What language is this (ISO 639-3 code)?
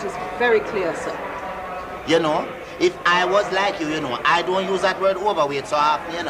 jam